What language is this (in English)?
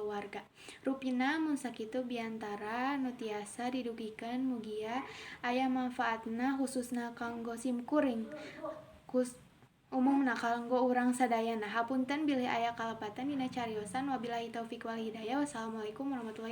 Sundanese